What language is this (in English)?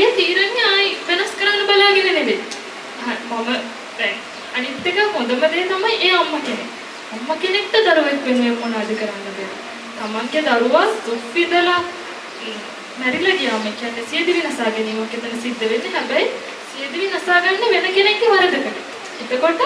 Sinhala